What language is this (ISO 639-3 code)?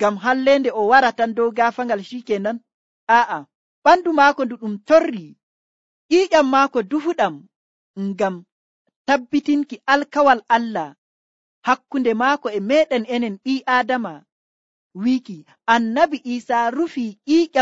fuv